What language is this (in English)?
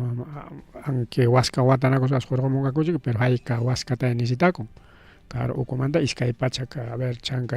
Ayacucho Quechua